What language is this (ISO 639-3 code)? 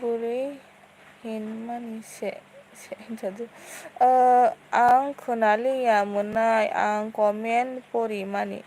trp